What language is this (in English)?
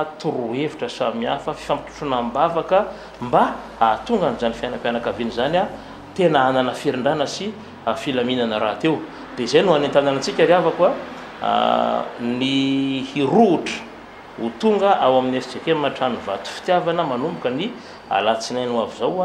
Malagasy